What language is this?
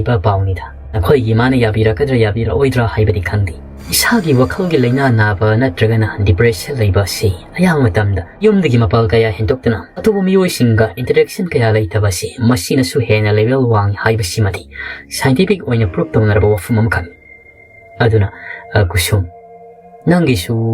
Manipuri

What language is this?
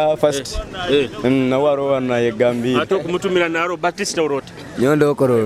Nyoro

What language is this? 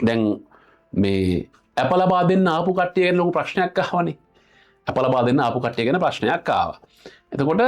Sinhala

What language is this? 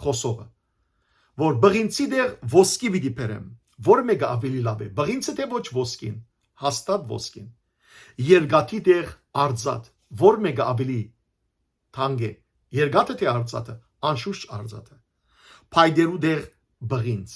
Western Armenian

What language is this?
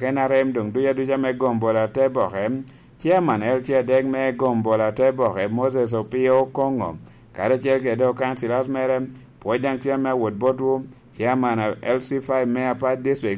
Lango (Uganda)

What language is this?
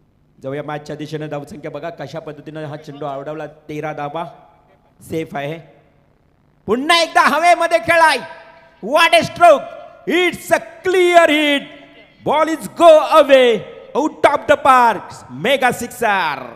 Marathi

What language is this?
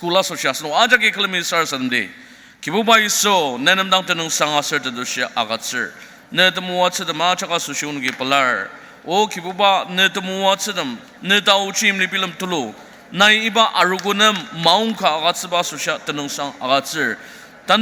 Ao Naga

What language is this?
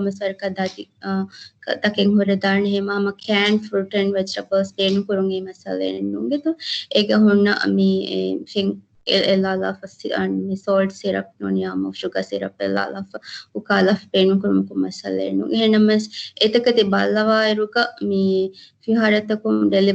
Divehi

